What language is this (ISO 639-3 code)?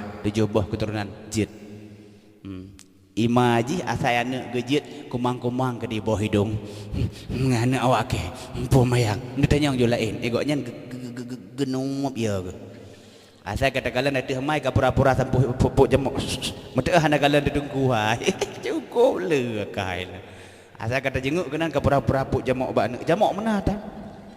ace